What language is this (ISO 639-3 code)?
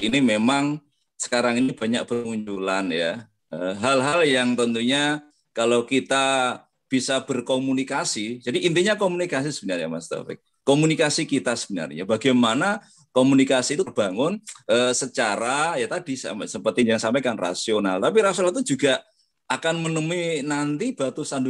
ind